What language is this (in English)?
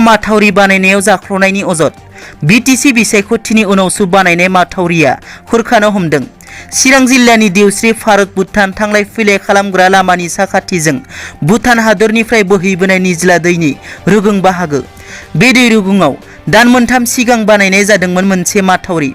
Bodo